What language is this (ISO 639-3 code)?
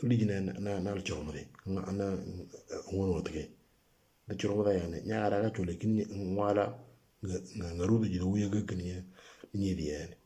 mor